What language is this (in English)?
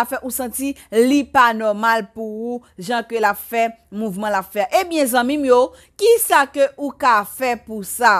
Haitian Creole